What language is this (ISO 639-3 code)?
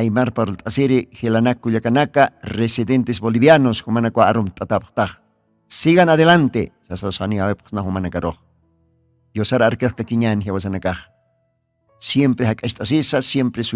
aym